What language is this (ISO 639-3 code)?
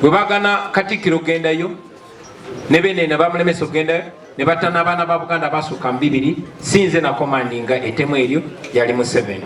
lug